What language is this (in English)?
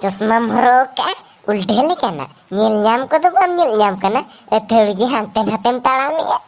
Santali